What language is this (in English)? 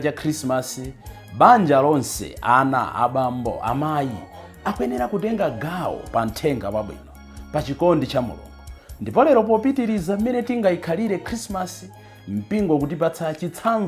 Nyanja